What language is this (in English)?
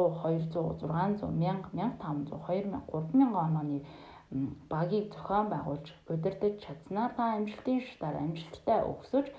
Mongolian